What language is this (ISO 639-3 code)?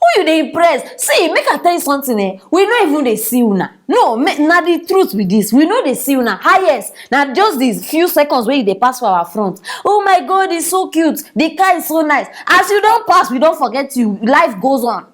pcm